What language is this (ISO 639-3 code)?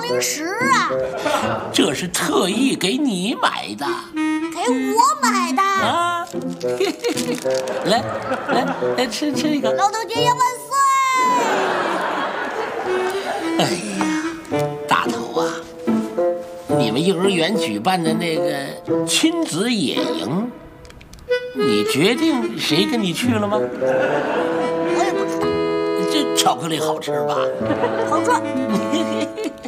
zho